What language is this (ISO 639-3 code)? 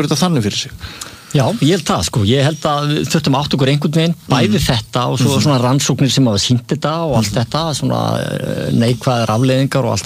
isl